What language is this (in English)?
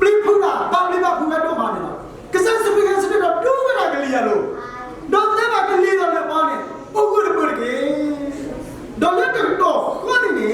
S'gaw Karen